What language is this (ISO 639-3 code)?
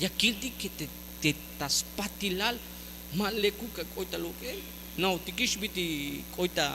tzh